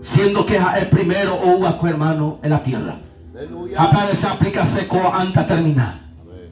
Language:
Guarani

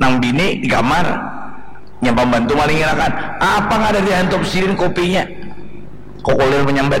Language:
Banjar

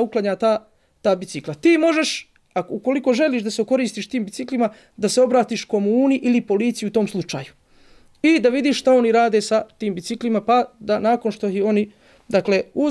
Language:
Bosnian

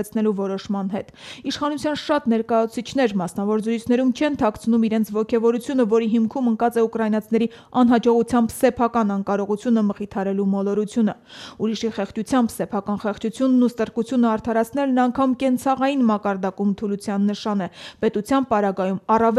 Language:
Armenian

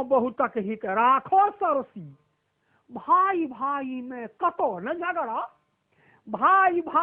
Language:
Maithili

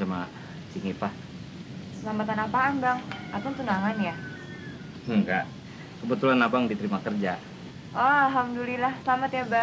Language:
Betawi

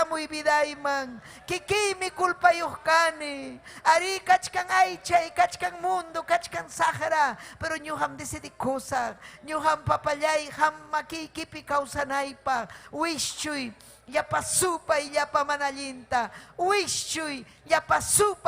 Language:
Ayacucho Quechua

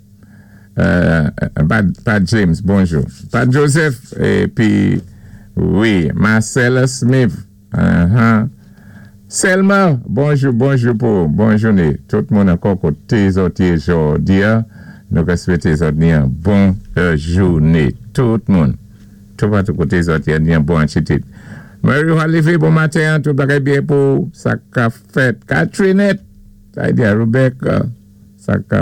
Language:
Saint Lucian Creole French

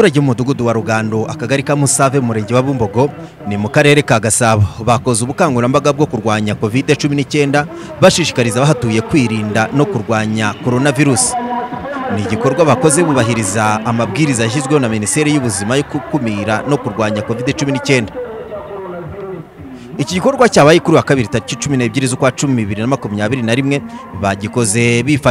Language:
Kinyarwanda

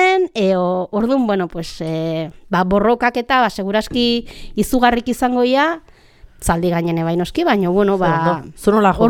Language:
Basque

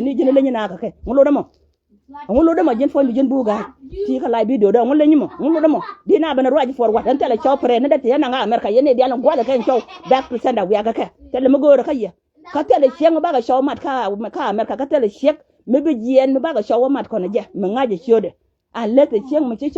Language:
Nuer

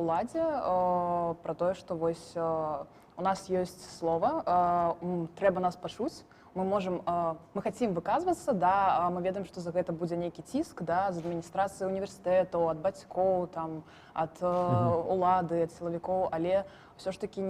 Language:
Belarusian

